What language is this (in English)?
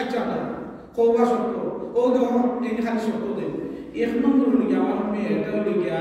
Sylheti